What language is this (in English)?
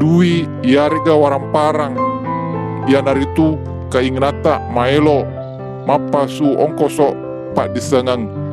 Buginese